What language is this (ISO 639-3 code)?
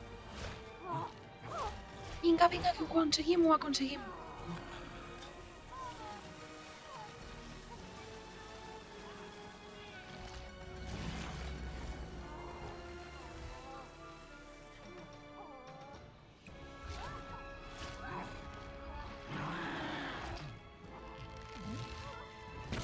cat